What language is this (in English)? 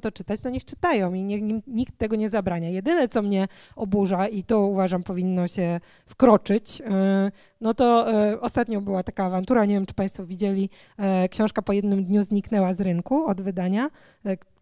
Polish